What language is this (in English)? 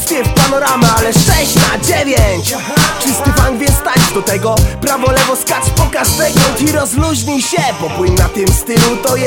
Polish